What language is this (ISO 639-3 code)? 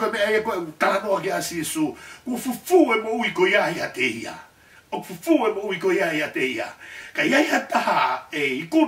ton